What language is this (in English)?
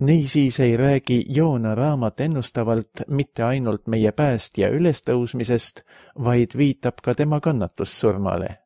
Estonian